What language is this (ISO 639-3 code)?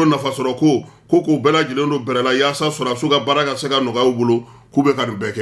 bam